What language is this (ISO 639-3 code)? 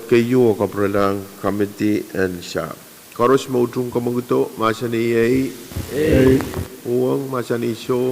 pon